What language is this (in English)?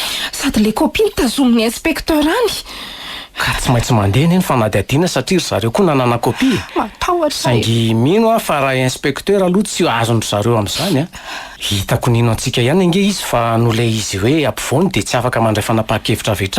Malagasy